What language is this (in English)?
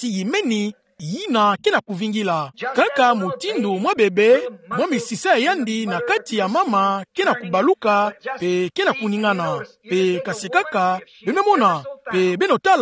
Kituba (Democratic Republic of Congo)